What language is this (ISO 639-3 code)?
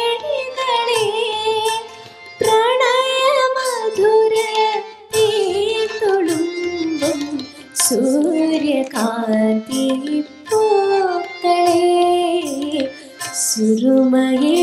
mal